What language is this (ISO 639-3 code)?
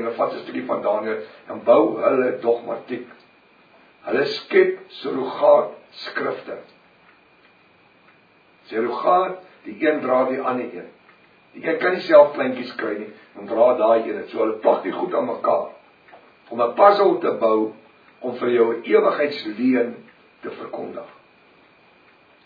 afr